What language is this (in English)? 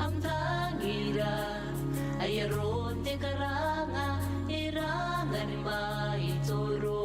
Gilbertese